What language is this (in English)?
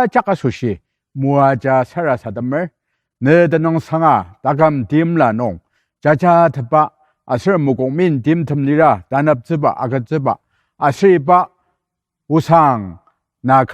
Ao Naga